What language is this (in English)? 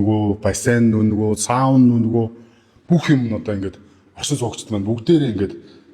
Mongolian